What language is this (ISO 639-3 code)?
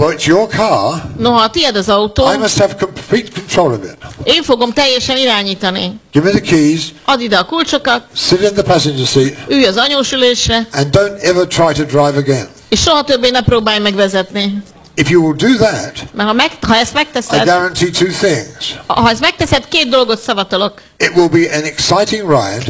hun